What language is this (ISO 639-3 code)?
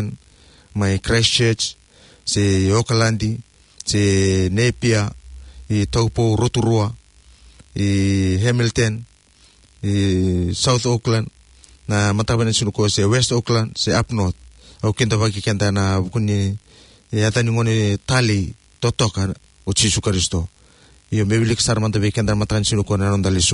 fij